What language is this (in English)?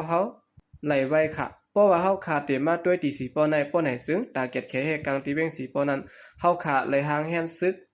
Lao